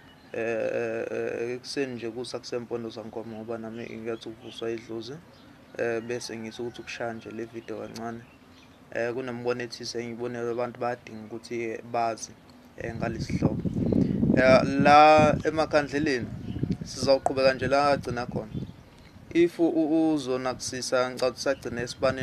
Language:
Zulu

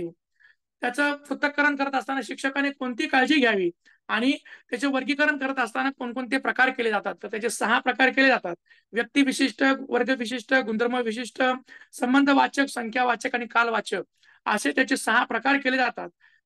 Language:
Marathi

